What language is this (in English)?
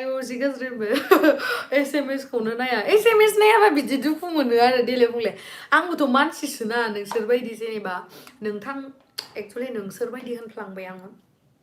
Bodo